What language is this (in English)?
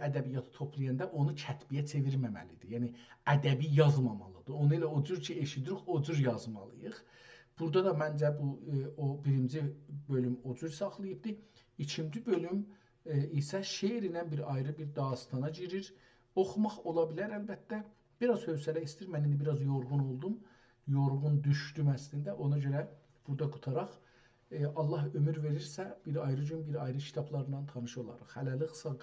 South Azerbaijani